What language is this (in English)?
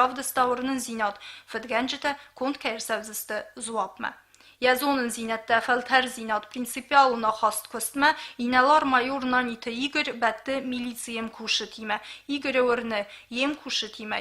Ossetic